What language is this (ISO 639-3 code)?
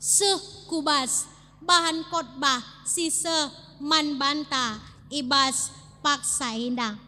btx